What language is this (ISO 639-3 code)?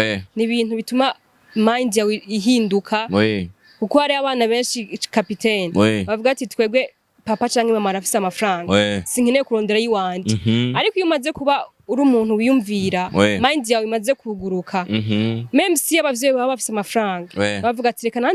run